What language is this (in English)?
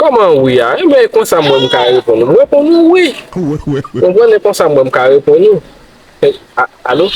Haitian Creole